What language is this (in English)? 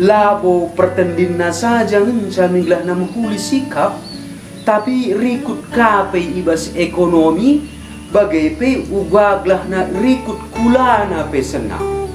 Batak Karo